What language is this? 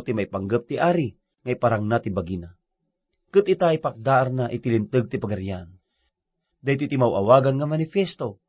Iloko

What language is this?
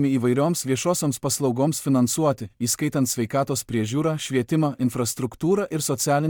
Lithuanian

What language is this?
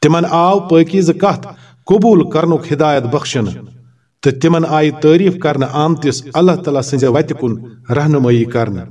Kashmiri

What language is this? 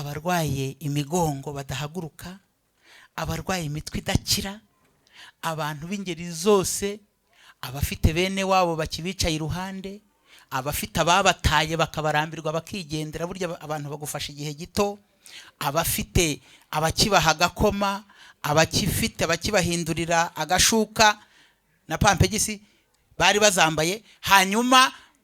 Kinyarwanda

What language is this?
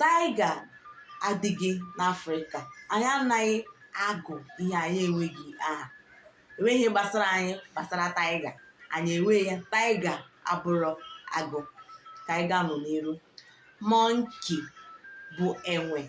Igbo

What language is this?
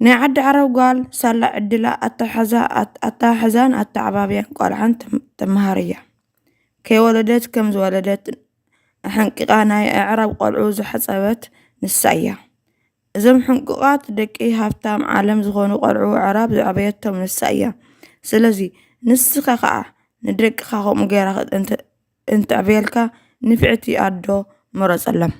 Tigrinya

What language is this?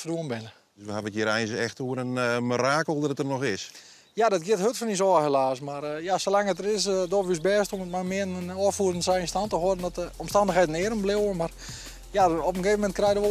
Western Frisian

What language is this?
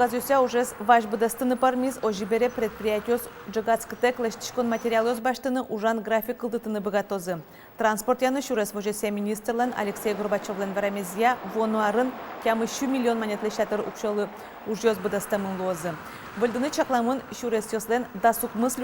Udmurt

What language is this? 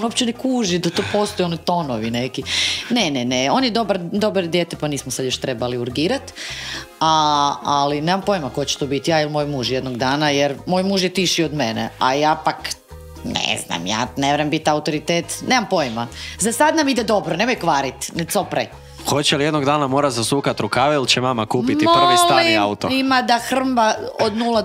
Croatian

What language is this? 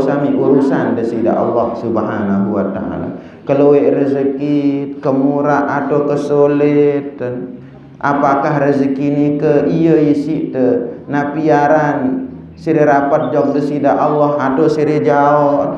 Sasak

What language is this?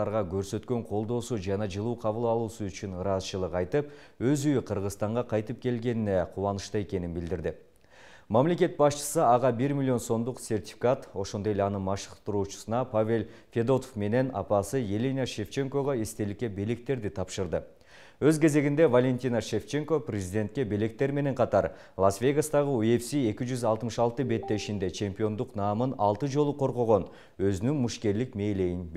Kyrgyz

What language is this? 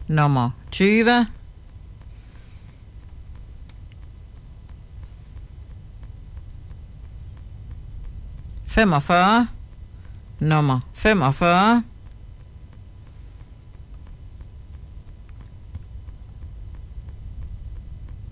Danish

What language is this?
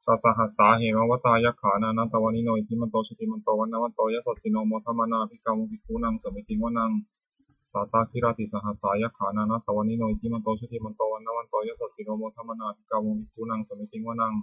Pali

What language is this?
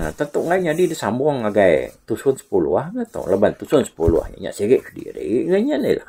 Iban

